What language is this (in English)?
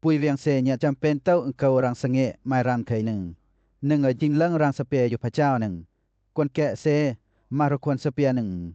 Western Lawa